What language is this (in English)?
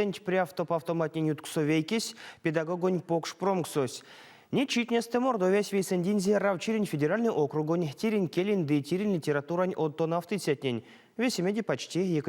Erzya